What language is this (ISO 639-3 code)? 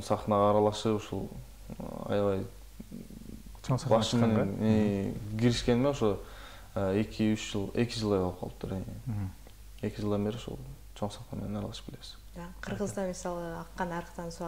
kir